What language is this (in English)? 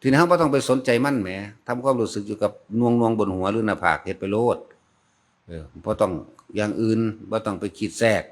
Northeastern Thai